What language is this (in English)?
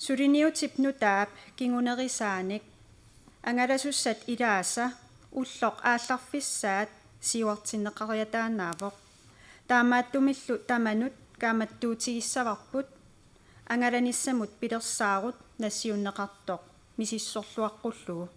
Kalaallisut